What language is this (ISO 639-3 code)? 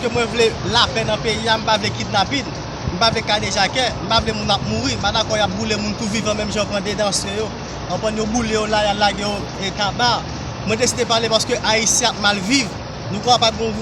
hat